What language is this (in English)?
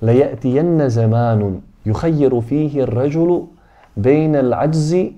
Bosnian